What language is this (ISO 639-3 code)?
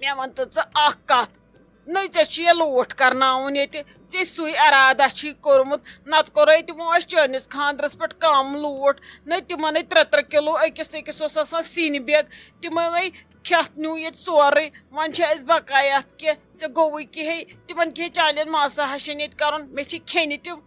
kas